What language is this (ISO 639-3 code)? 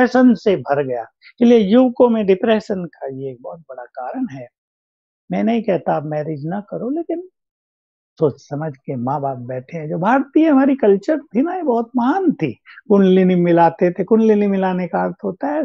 hin